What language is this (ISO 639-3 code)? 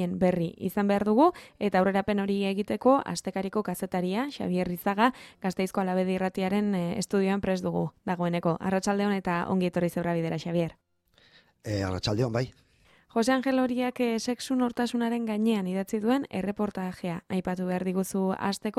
eus